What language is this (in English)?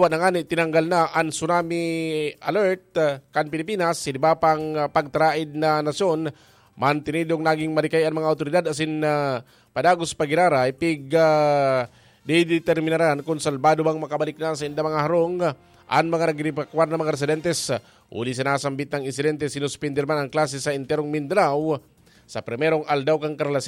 Bikol